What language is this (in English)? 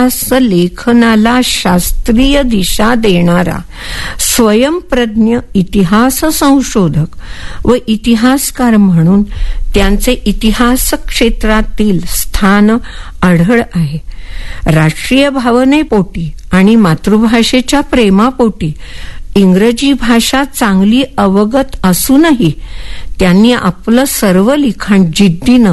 Marathi